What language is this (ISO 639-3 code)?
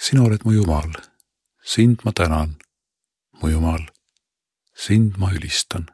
est